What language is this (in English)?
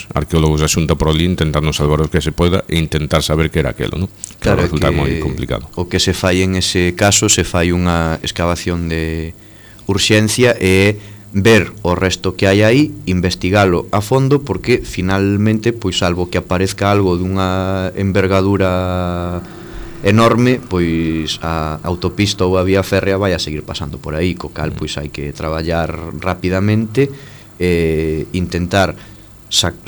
Galician